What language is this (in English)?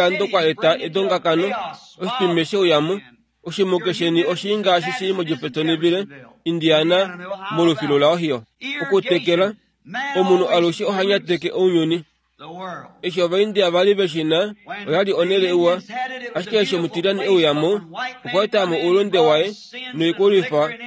Kuanyama